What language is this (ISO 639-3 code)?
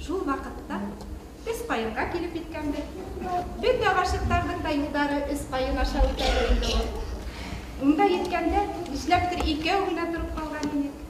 bak